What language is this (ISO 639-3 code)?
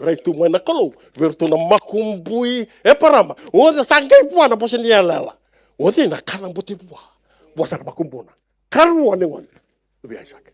fij